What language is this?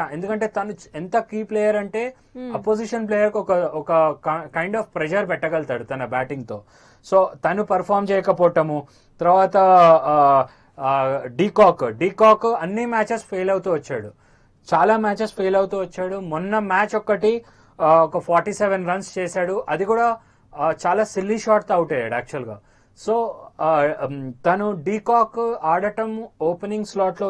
Telugu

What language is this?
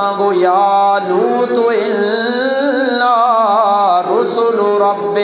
Eastern Balochi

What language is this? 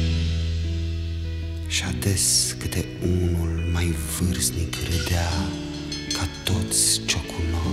Romanian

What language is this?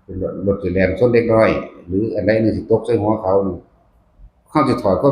Northeastern Thai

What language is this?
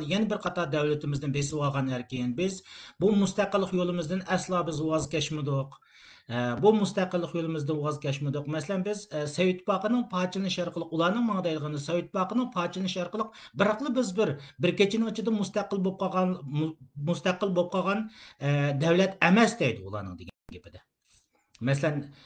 Uyghur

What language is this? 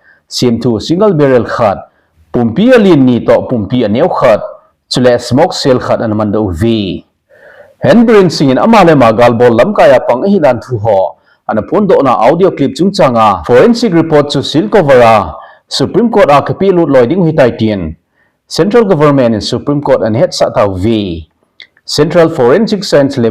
Thado Chin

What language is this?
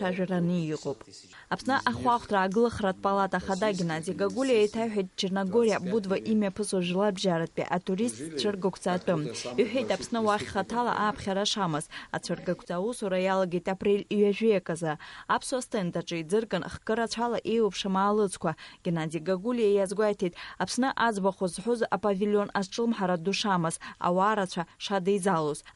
Abkhazian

